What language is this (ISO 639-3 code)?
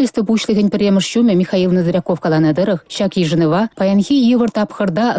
chv